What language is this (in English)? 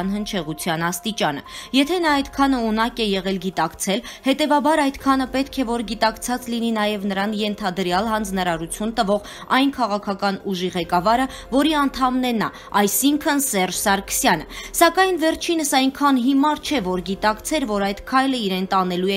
Armenian